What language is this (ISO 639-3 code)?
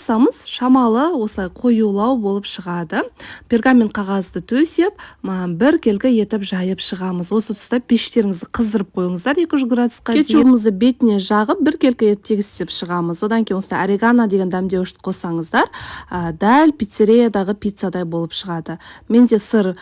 kaz